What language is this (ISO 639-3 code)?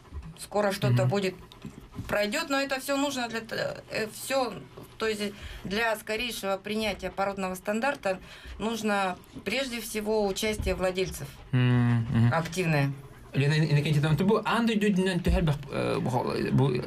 sah